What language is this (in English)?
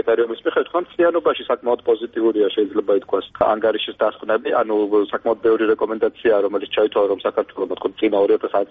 Georgian